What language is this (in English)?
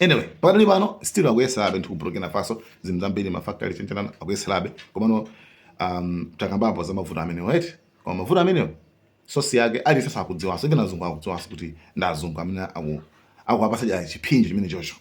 Nyanja